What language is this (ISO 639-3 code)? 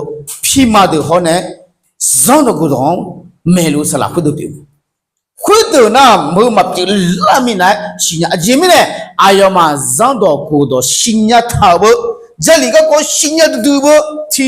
ahk